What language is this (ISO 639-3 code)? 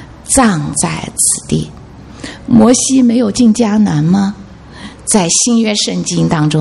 zho